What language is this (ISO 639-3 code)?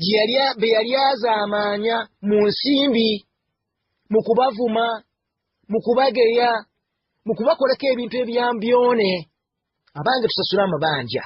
lug